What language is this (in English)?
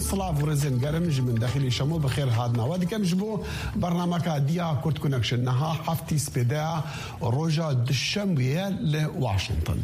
Kurdish